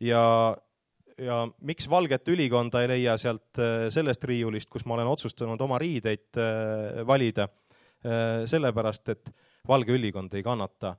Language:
Estonian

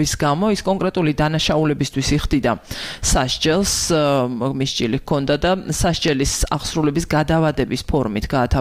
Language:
Georgian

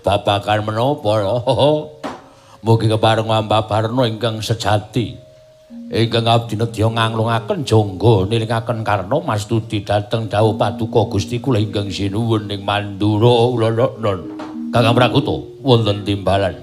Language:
Javanese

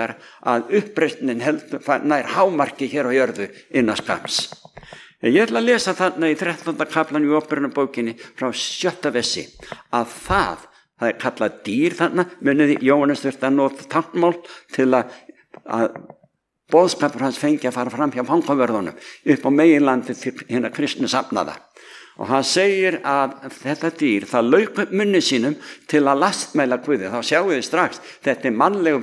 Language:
Icelandic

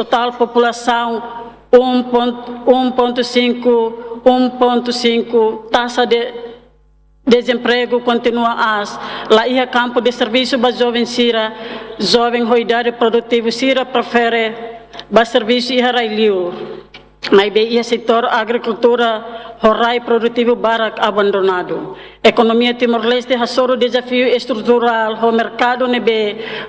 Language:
Tetum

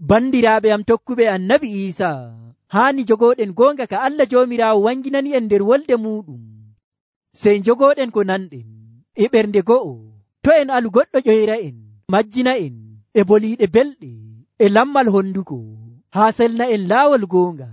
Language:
Nigerian Fulfulde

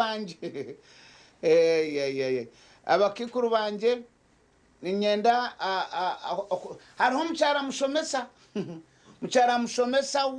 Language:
Nyankole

